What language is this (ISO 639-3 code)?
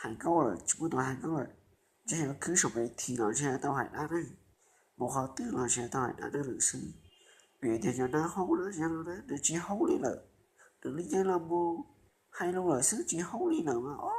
hmn